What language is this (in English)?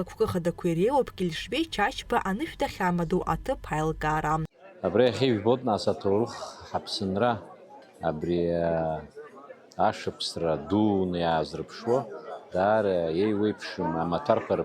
Abkhazian